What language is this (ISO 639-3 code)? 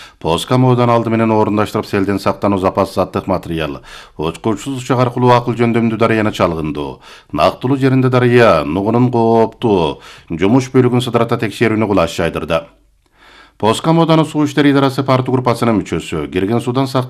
kir